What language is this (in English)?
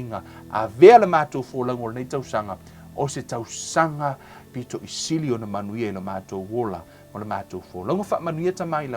Samoan